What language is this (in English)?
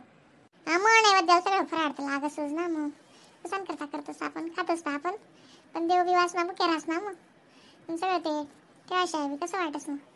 Khandesi